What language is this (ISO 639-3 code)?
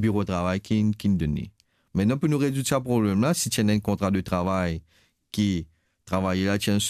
mfe